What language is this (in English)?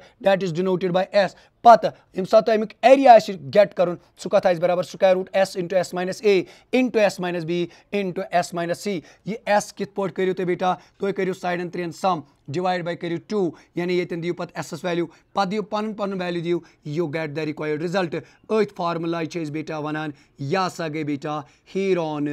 Kashmiri